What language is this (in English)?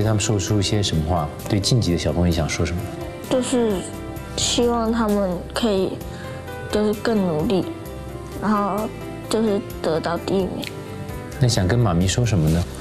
Chinese